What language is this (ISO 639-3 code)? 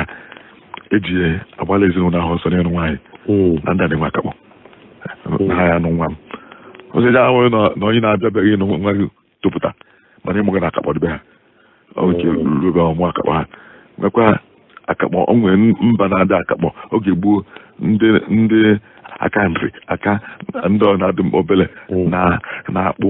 ibo